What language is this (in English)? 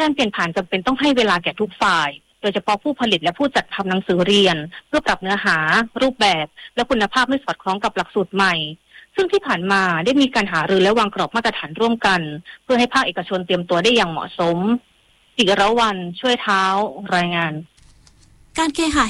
Thai